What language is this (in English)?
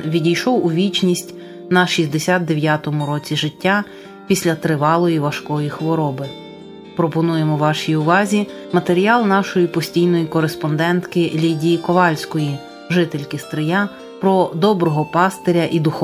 Ukrainian